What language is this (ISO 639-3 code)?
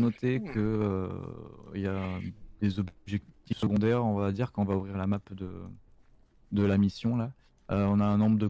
fra